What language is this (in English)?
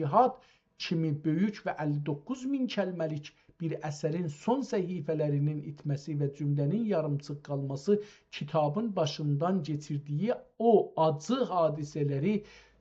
South Azerbaijani